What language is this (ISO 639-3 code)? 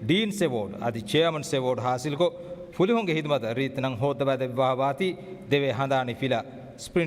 div